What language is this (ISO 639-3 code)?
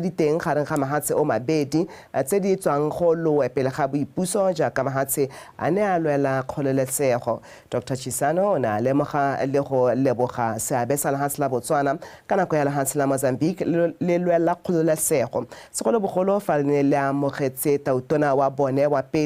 tsn